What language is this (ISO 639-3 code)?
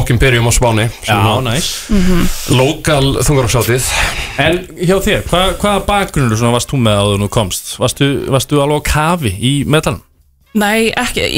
isl